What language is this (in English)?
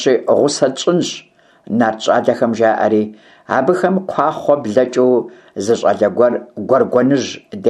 Kabardian